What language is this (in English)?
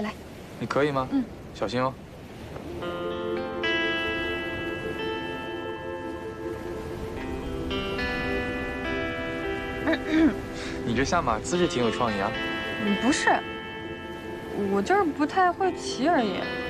Chinese